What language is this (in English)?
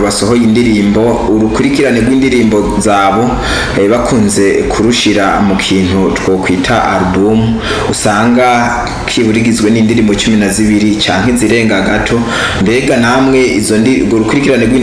Rundi